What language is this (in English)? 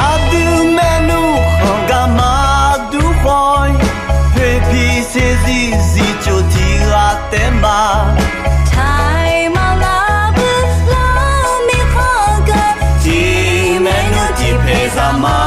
Akha